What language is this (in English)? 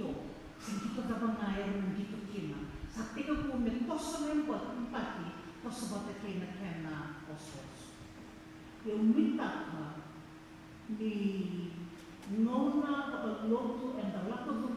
Fijian